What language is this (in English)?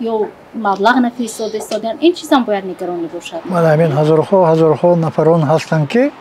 Tajik